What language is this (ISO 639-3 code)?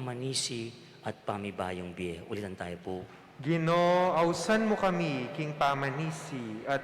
pam